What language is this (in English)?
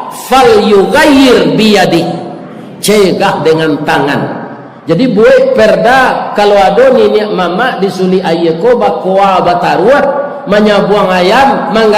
Minangkabau